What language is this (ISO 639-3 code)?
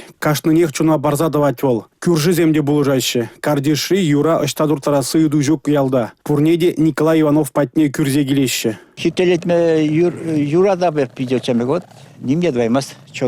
chv